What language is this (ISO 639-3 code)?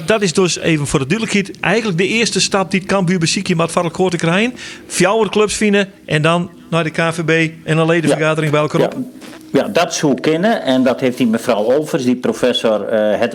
fry